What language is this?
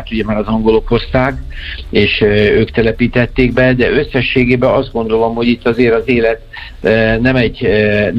Hungarian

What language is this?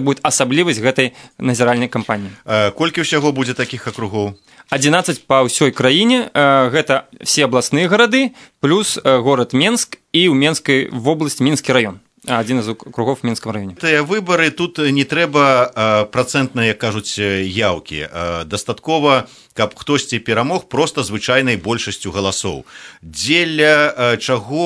Belarusian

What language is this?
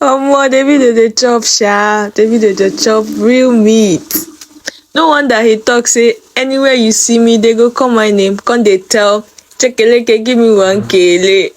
Nigerian Pidgin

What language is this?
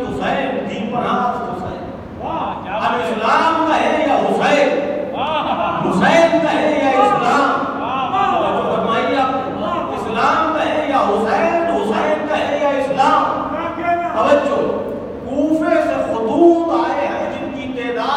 Urdu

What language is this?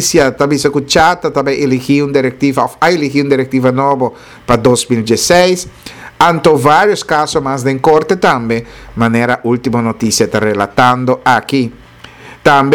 Papiamento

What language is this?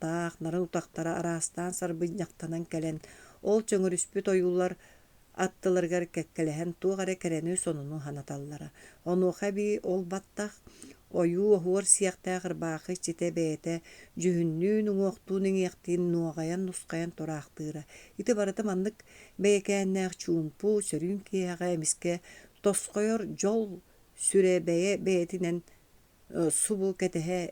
Yakut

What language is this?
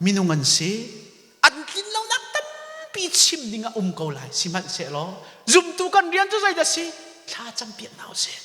Hakha Chin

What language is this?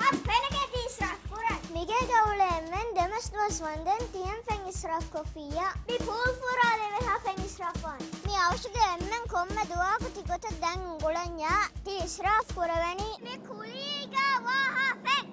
Divehi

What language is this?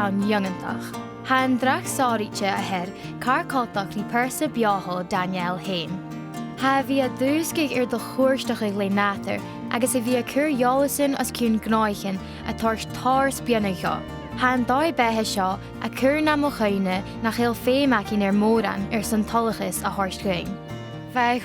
Scottish Gaelic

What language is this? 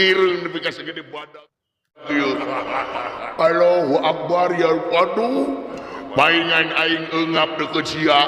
Sundanese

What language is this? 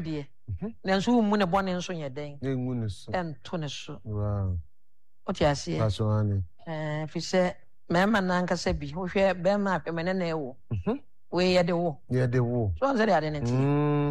Akan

